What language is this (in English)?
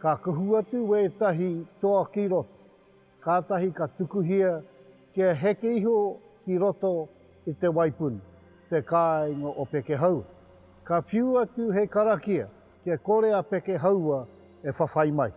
Māori